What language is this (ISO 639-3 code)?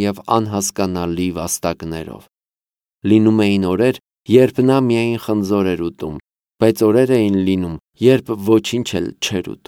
hye